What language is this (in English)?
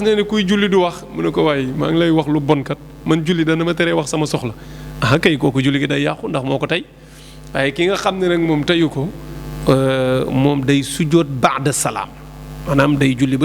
Wolof